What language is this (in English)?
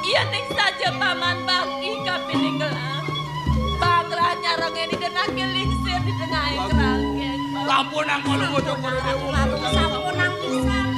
Balinese